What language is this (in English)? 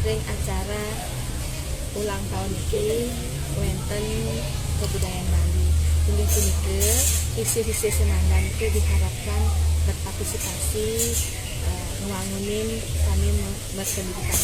Balinese